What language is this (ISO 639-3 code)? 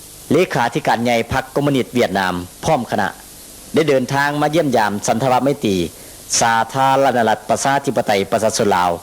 lao